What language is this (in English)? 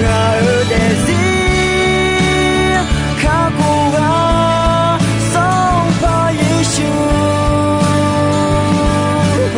Akha